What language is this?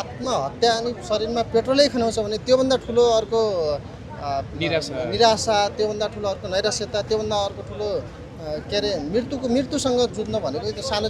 Nepali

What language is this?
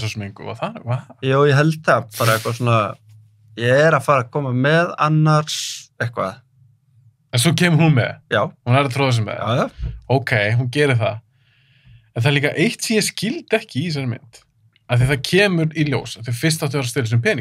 Icelandic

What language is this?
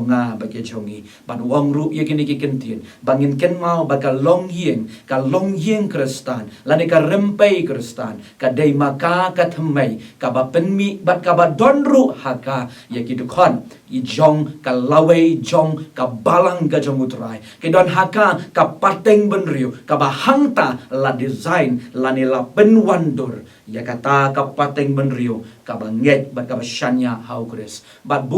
Khasi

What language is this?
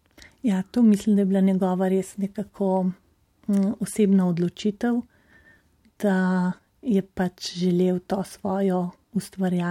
Slovenian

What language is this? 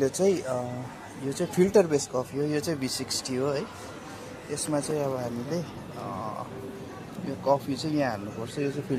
Nepali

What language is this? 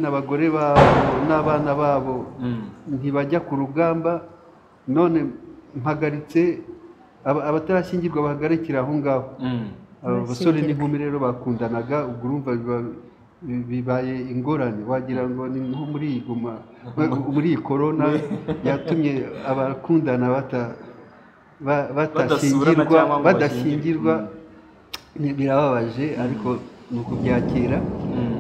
Kinyarwanda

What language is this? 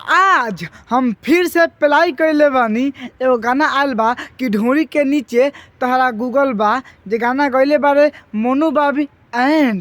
Bhojpuri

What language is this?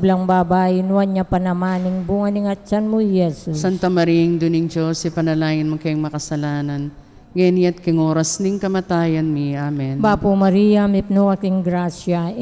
Pampanga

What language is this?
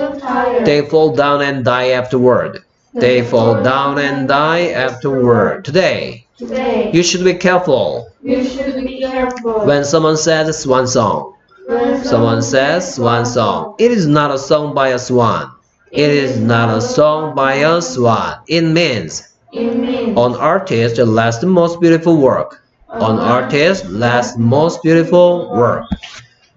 Korean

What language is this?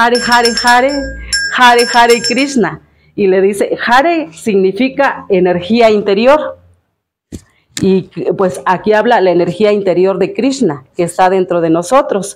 Spanish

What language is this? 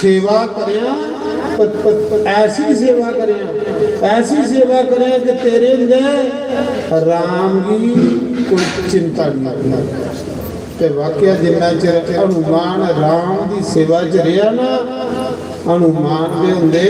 Dogri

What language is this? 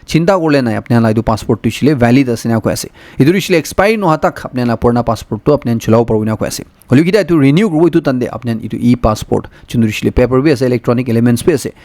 Naga Pidgin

